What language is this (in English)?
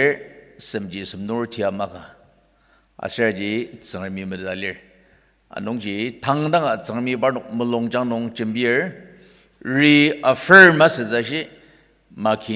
Ao Naga